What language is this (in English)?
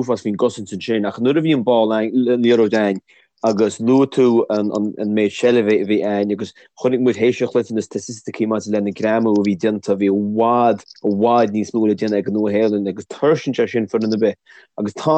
Irish